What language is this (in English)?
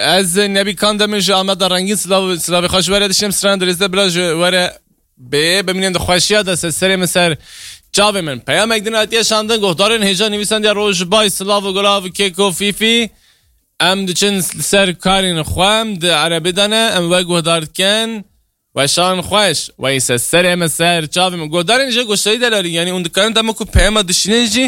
Kurdish